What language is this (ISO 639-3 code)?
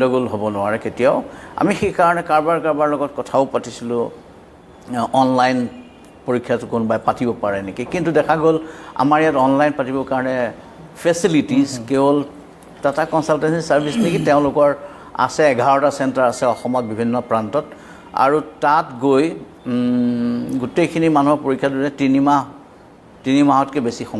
asm